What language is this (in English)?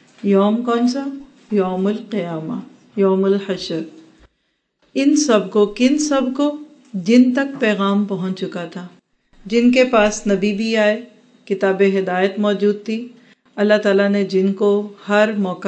Urdu